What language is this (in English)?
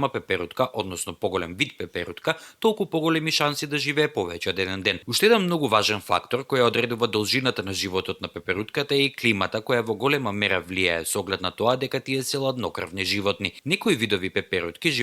Macedonian